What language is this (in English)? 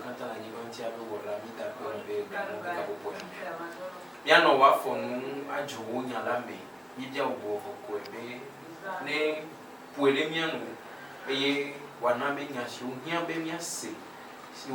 Ewe